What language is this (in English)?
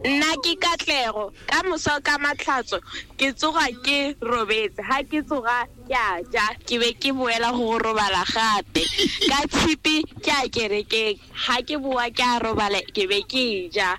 Tswana